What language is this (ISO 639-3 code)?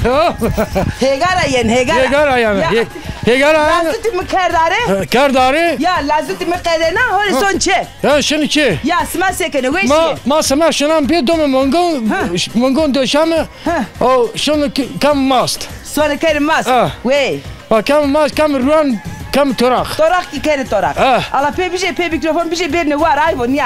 zza